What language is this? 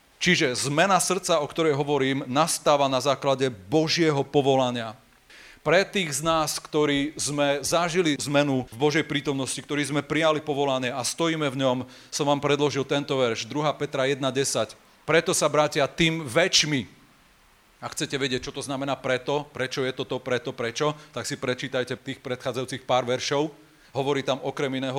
Slovak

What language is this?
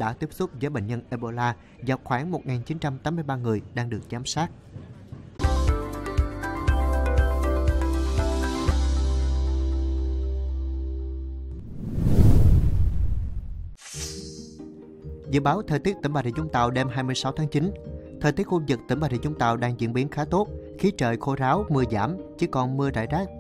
Vietnamese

